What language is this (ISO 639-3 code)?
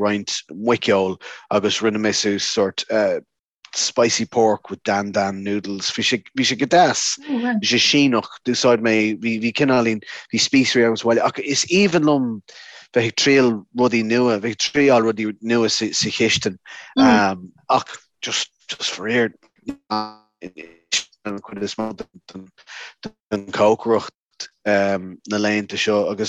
gle